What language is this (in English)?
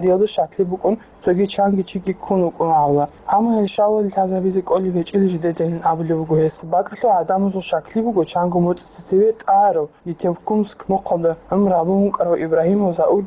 Avaric